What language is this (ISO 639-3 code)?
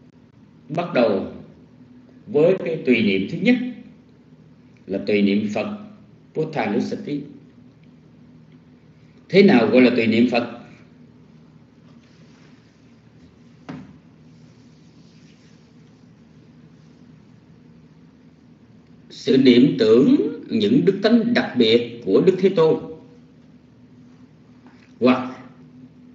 vie